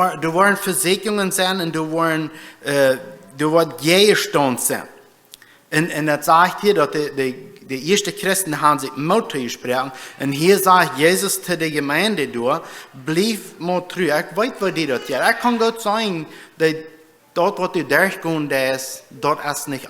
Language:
Plautdietsch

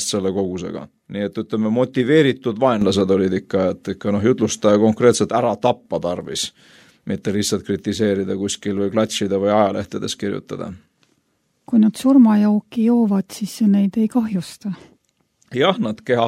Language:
Estonian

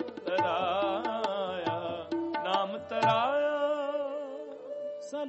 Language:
Punjabi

